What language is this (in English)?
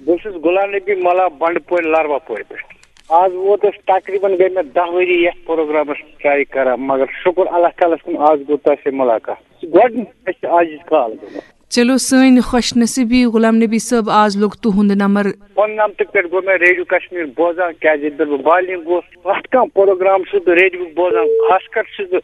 Kashmiri